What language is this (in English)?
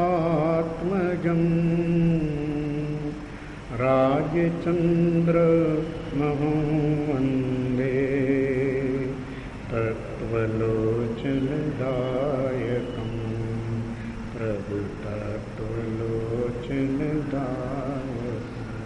Gujarati